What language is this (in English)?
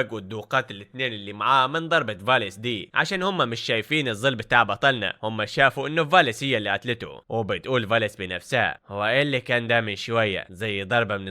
Egyptian Arabic